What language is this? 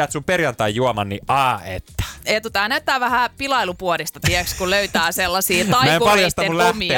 Finnish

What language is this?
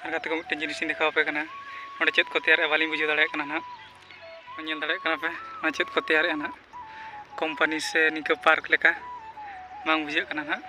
Santali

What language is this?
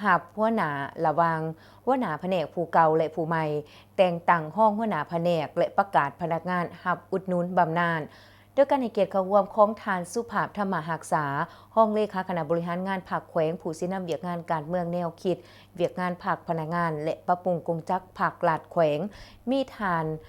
Lao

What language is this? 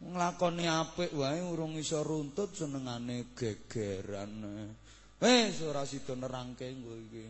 Javanese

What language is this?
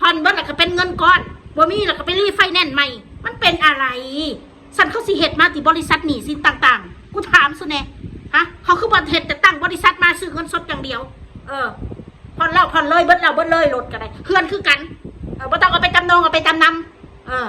Northeastern Thai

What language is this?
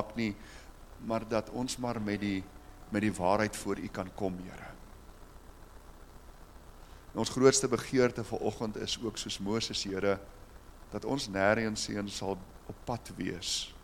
Afrikaans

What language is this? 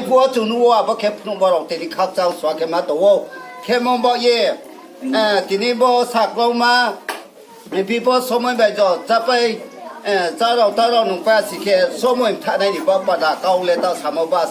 Riang (India)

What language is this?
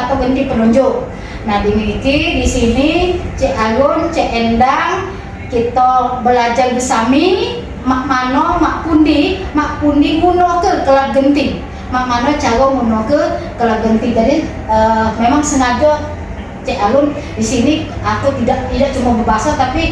Musi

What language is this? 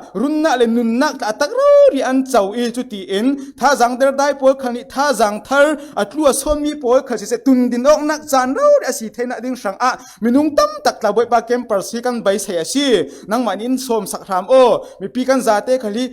Falam Chin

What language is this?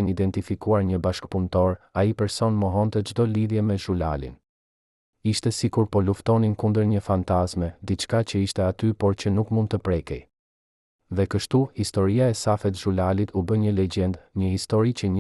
Albanian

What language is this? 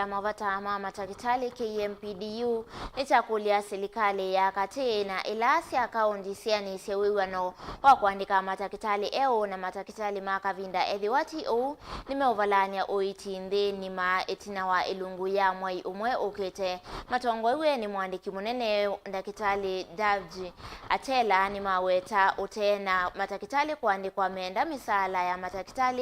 Kamba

